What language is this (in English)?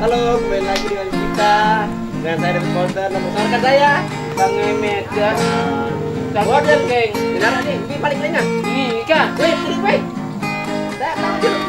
Sasak